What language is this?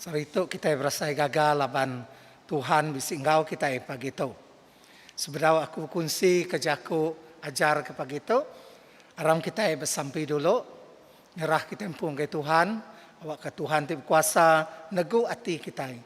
Iban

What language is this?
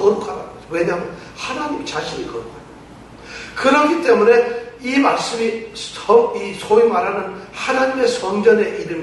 Korean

